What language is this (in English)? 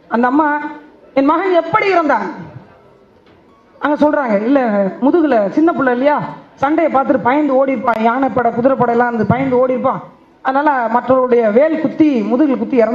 Tamil